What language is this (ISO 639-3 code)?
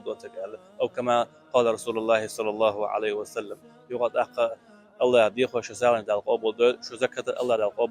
che